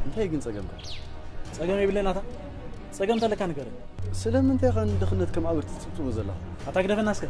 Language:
Tigrinya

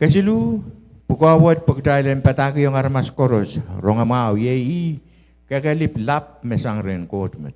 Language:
Pohnpeian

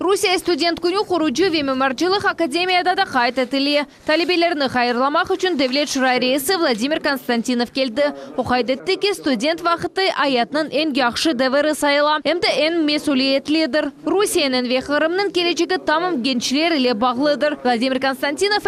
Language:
Crimean Tatar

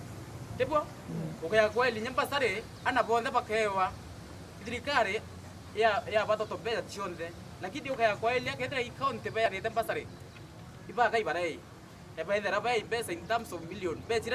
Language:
Meru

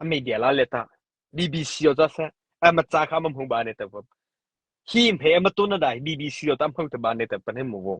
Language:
Mara Chin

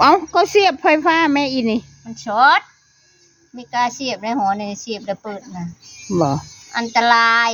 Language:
Northeastern Thai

